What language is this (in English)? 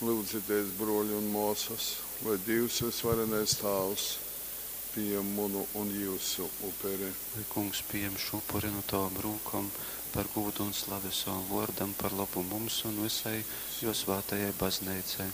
Latgalian